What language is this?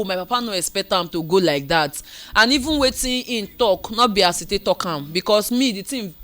Nigerian Pidgin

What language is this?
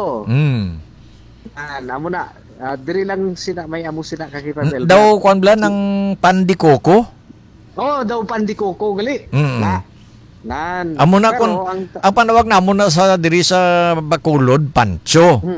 Hiligaynon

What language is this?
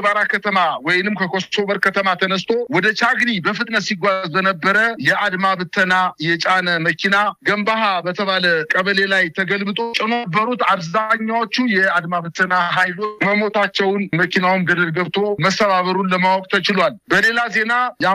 Amharic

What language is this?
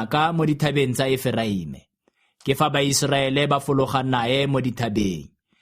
Tswana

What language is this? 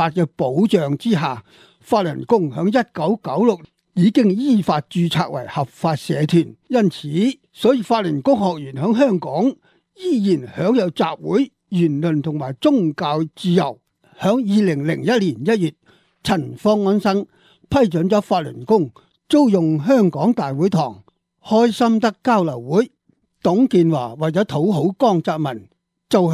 Cantonese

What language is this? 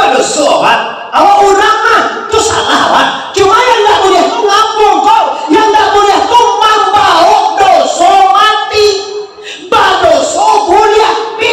Minangkabau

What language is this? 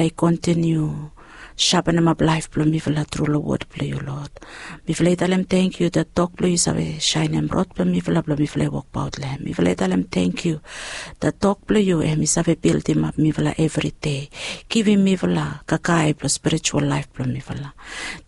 Bislama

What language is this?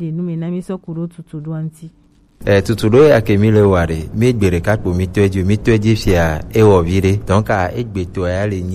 Gen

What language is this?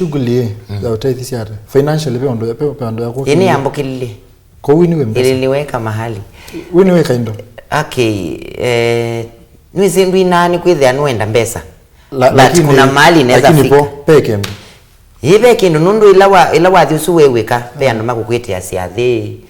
Kamba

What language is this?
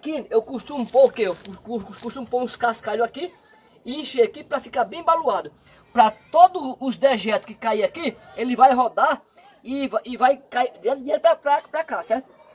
Portuguese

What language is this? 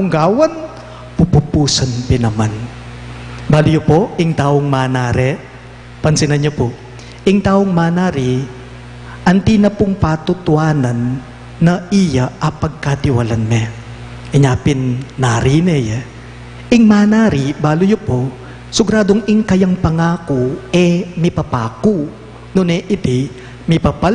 Pampanga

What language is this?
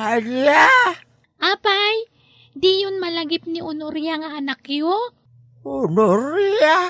Iloko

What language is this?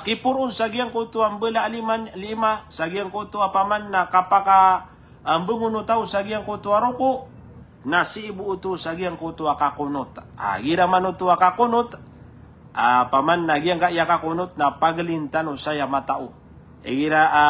Maranao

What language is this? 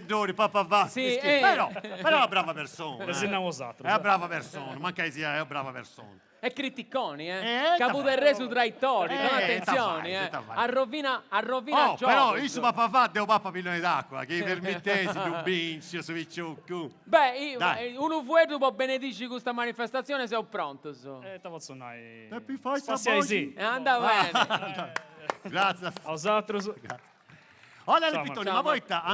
Sardinian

